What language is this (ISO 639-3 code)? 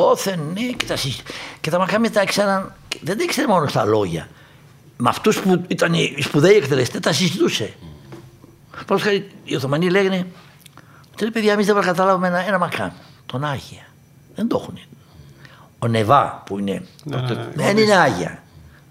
ell